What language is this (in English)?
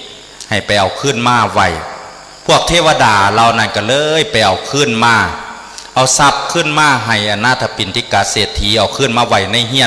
Northeastern Thai